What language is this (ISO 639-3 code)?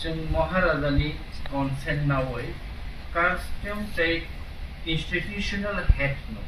ria